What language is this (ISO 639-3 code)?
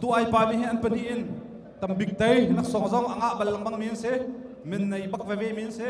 cnh